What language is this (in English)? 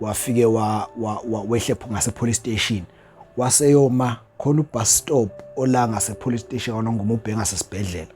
Zulu